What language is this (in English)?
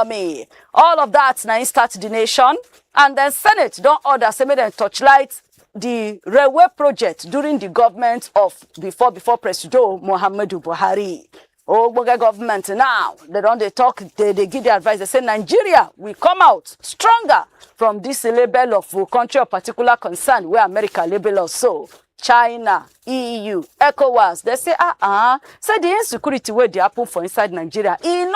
Nigerian Pidgin